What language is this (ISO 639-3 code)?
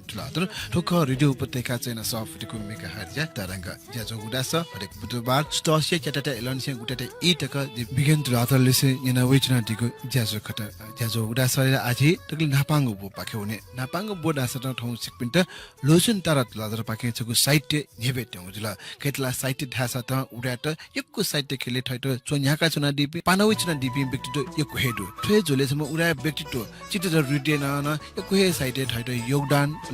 new